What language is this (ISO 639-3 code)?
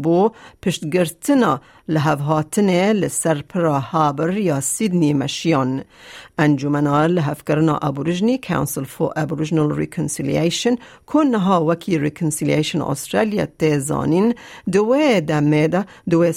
kur